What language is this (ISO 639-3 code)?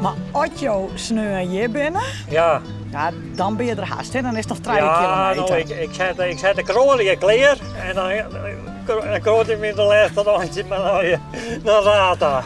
fry